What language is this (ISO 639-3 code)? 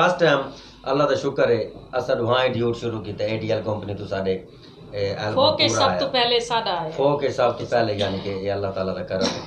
skr